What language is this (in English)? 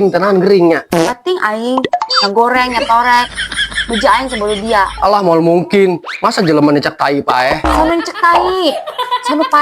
Sundanese